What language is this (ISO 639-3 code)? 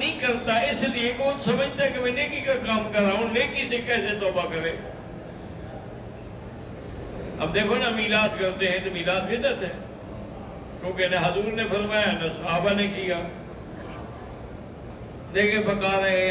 urd